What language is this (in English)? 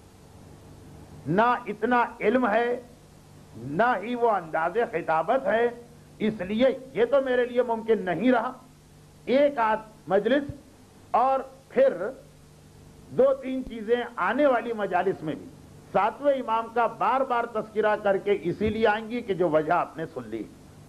Urdu